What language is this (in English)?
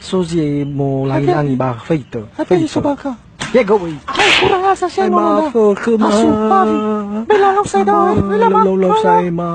Nias